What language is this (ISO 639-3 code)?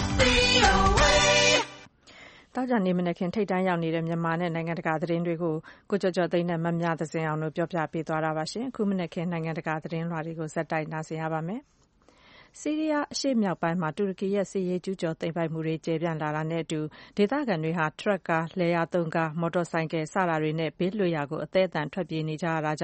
mya